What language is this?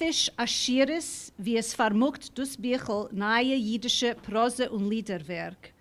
Yiddish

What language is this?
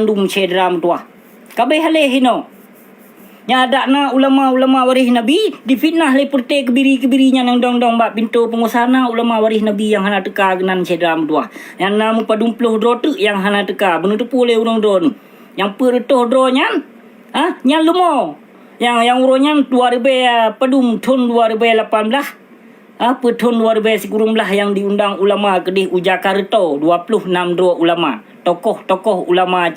Achinese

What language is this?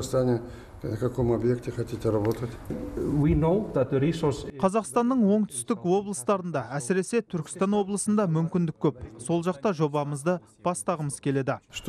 Kazakh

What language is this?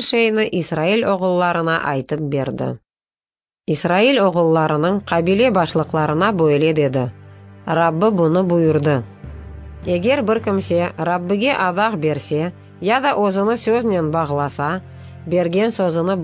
Crimean Tatar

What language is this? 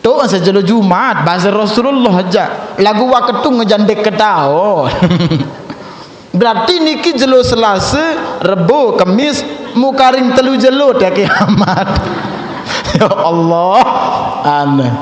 Sasak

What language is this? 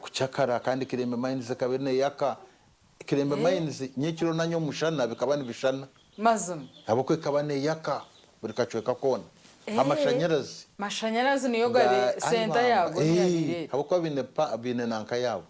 Nyankole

